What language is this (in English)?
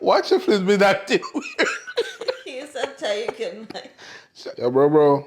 Jamaican Creole English